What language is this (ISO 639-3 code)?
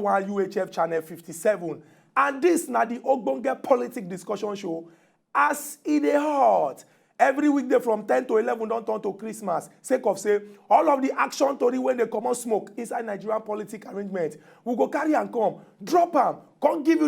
pcm